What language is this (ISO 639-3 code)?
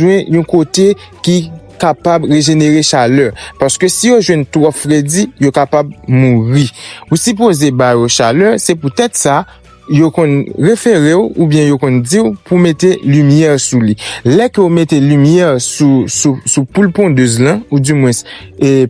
hat